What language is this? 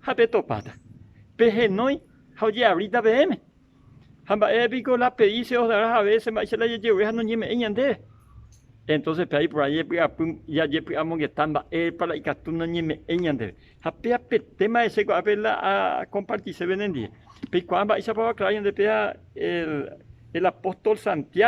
Guarani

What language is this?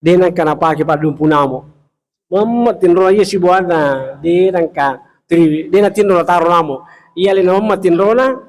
Buginese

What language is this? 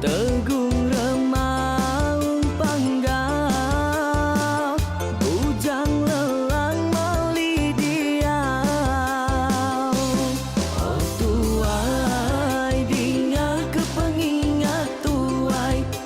Iban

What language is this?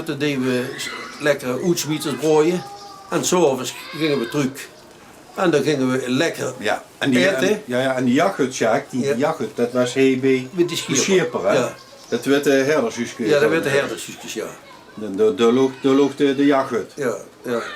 Limburgish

